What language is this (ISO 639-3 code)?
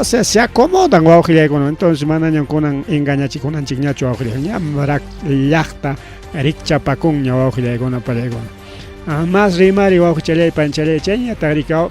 quy